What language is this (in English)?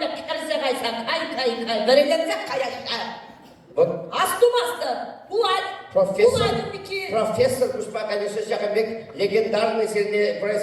Chuvash